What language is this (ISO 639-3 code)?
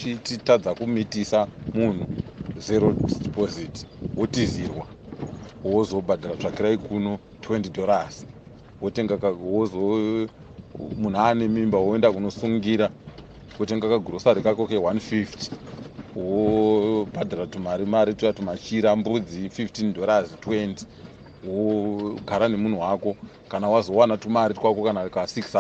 sna